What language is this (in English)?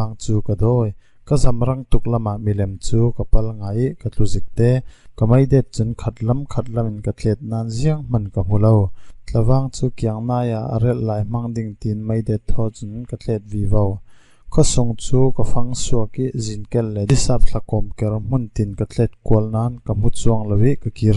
Falam Chin